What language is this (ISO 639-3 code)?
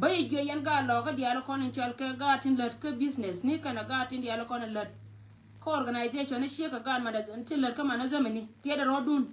nus